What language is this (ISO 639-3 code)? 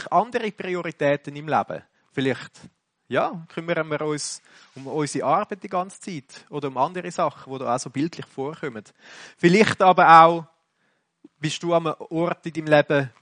deu